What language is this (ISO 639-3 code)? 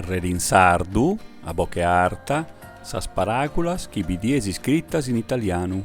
srd